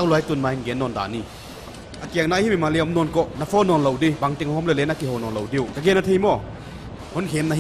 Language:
Paite Chin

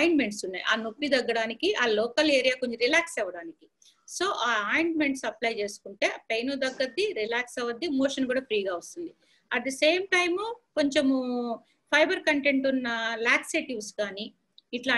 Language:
Telugu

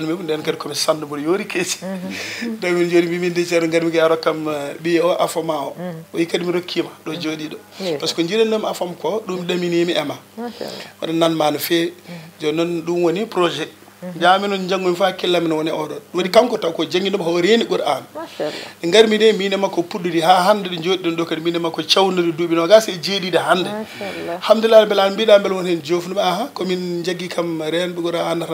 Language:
Fula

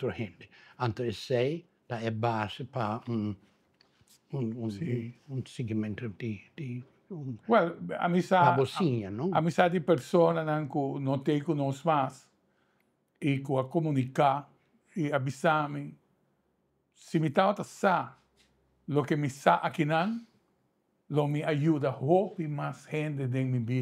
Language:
Papiamento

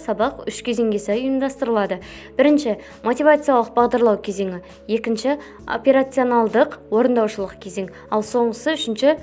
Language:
Kazakh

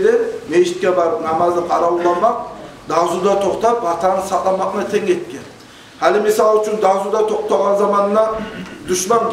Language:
Kumyk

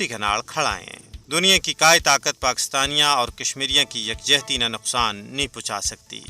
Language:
Gujari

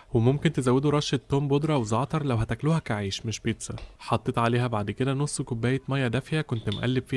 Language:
Egyptian Arabic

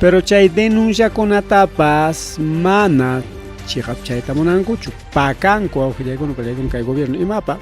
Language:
Ayacucho Quechua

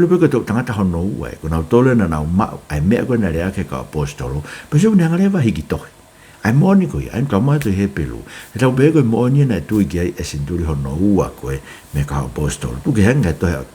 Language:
Tongan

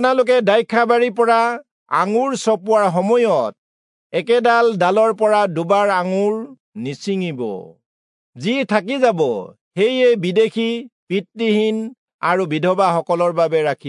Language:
Assamese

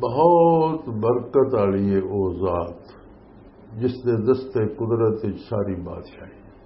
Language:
Western Panjabi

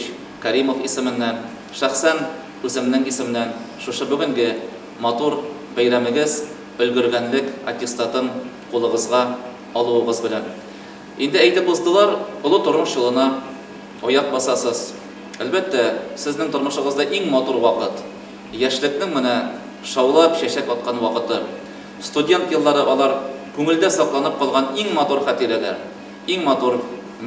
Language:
Tatar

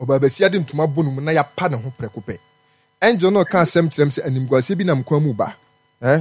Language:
Akan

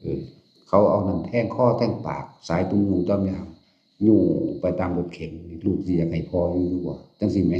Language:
Northeastern Thai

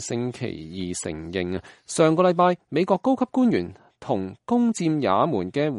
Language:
Cantonese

